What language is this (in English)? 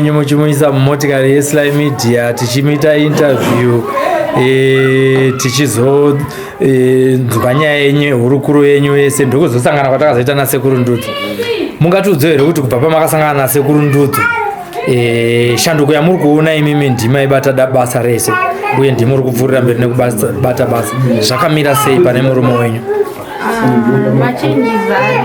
Shona